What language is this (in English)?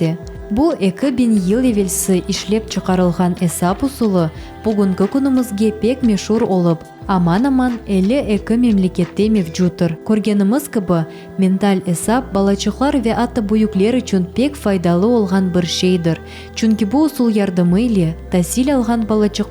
Crimean Tatar